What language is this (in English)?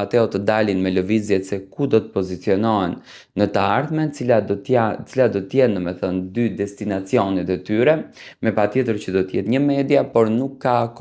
Albanian